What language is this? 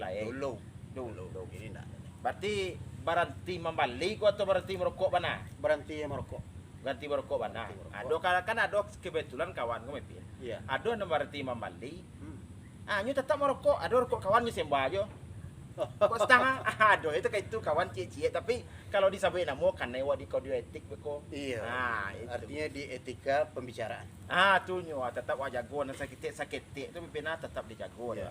Minangkabau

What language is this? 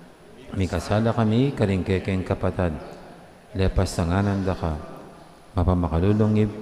Pampanga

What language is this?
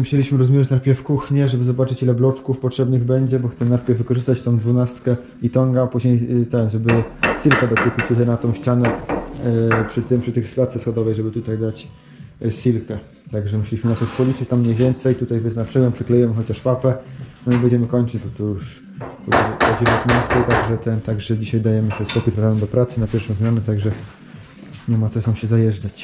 Polish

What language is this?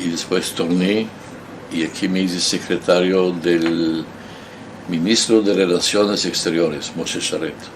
Ladino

